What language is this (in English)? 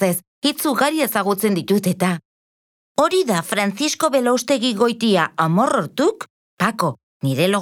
Basque